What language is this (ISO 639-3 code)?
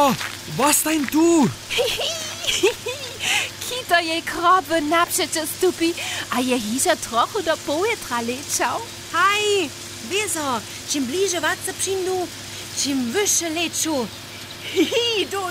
hsb